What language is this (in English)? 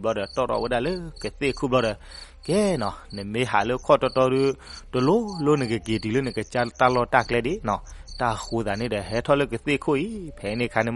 S'gaw Karen